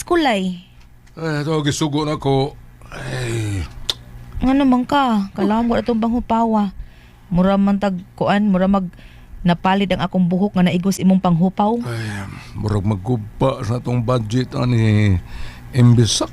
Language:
Cebuano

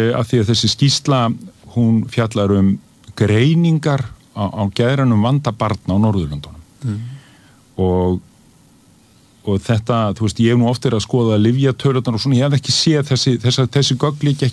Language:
Icelandic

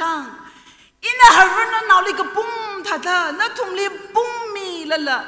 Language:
Tangkhul Naga (India)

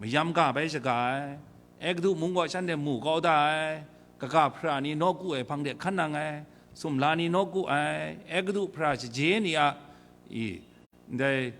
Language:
Kachin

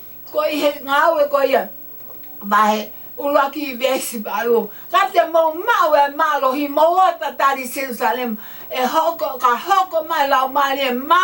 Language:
Tongan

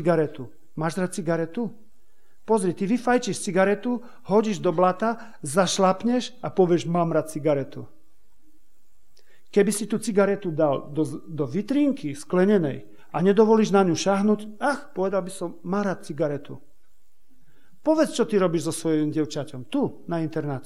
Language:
Slovak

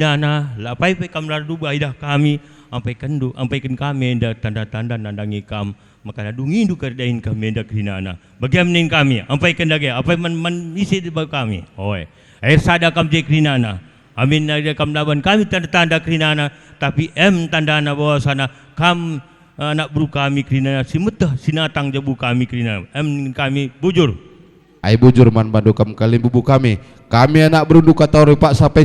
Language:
Batak Karo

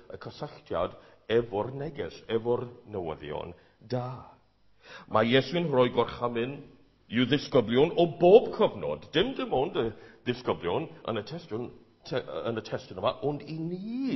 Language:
Welsh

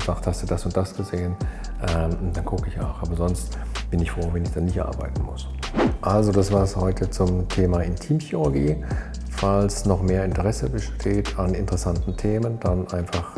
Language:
Swiss German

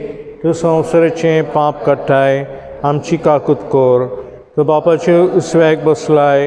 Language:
Konkani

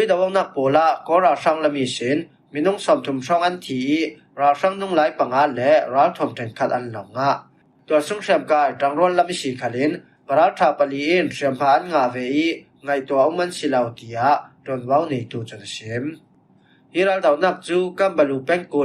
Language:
Falam Chin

